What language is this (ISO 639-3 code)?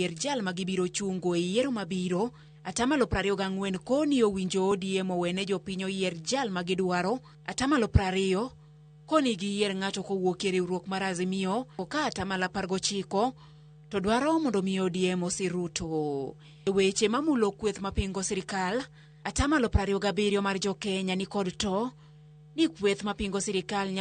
luo